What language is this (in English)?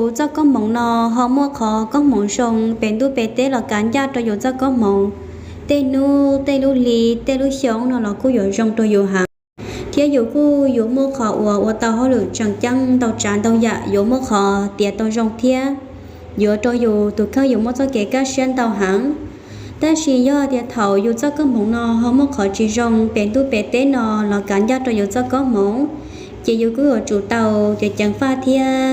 Hmong